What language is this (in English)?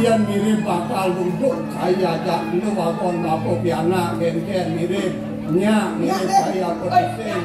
Balinese